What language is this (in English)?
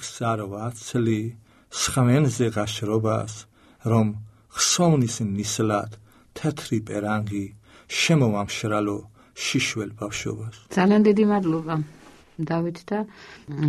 Georgian